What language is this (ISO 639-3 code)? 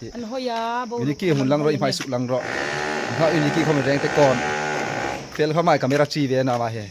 hmr